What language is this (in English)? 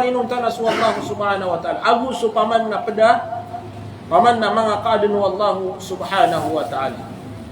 Maranao